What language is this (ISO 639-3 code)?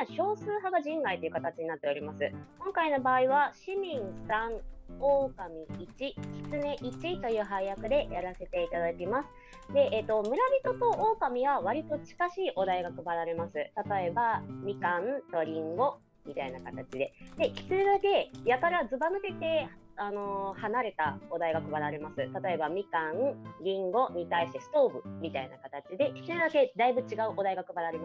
jpn